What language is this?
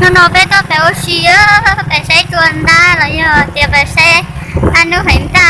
Hmong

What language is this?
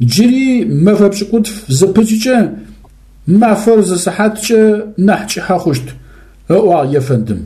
Adyghe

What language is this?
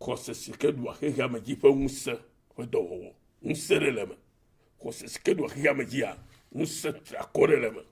Ewe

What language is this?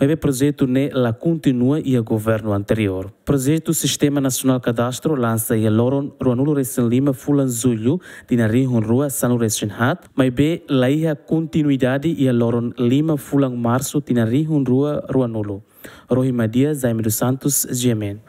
Tetum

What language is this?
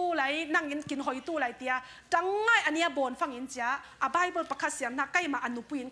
Falam Chin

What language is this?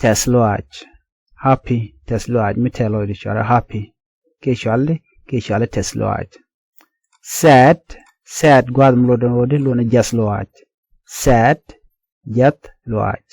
Nuer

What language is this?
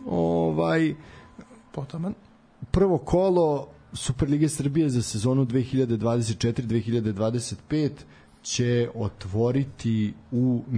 Serbian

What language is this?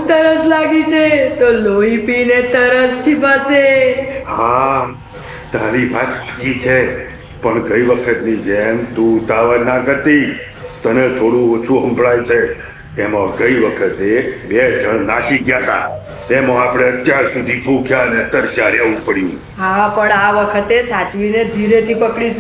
Gujarati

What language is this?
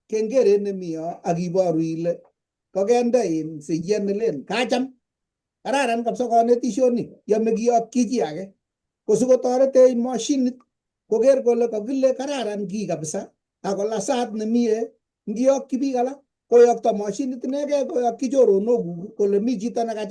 Kalenjin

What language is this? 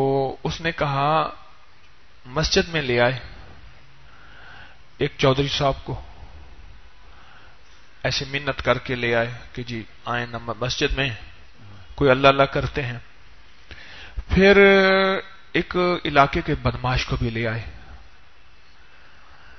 Urdu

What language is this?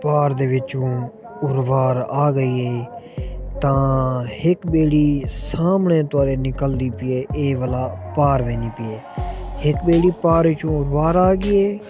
Saraiki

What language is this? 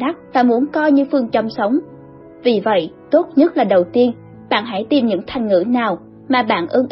Vietnamese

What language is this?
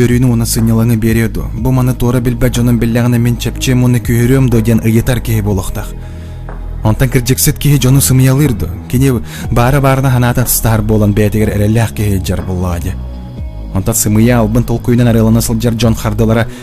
Yakut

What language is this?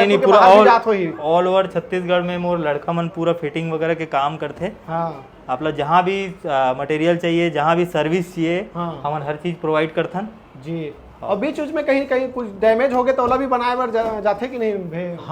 Chhattisgarhi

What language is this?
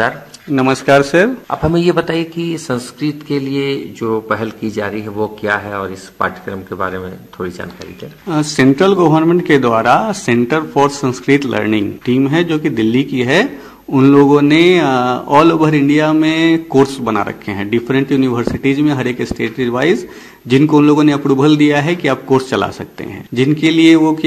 Hindi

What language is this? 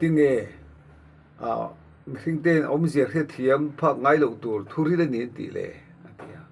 Mizo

